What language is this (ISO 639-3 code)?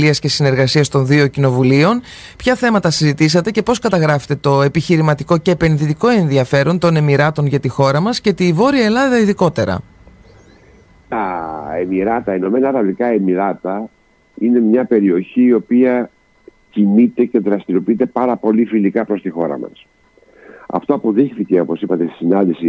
ell